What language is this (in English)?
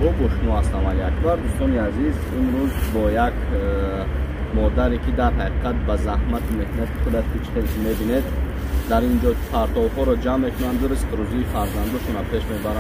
Tajik